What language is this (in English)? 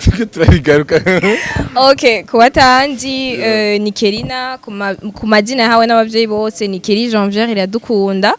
Rundi